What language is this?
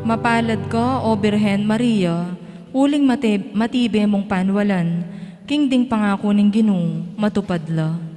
Pampanga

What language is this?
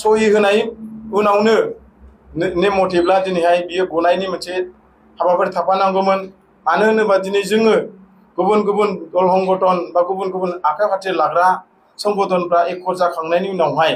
Bodo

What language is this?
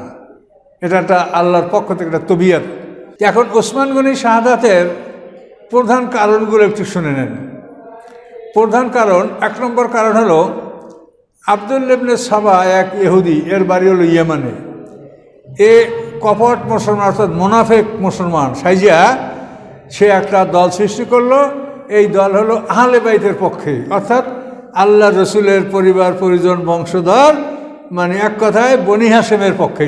Bangla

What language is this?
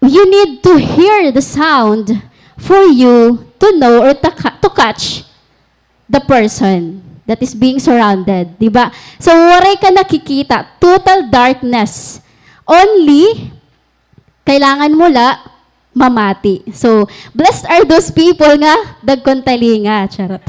Waray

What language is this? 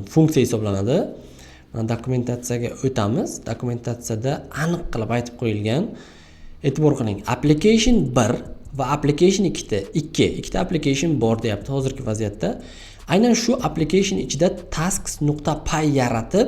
Uzbek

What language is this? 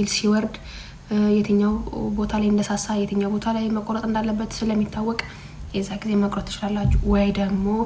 Amharic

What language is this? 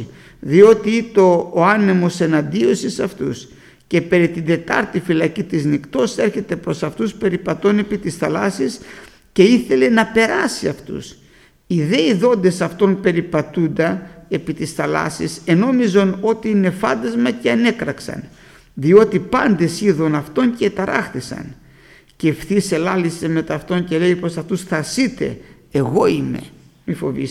Greek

